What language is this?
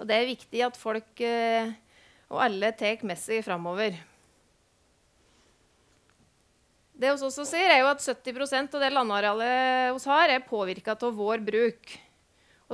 Norwegian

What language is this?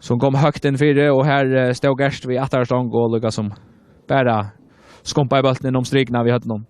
Faroese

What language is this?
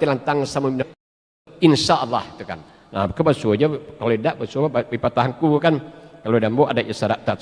Minangkabau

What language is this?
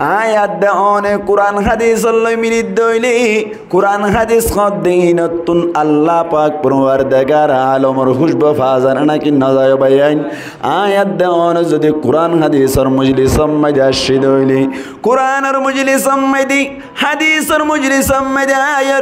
Rohingya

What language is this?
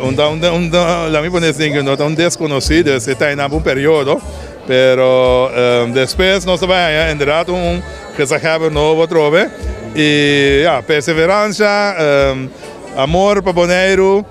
Papiamento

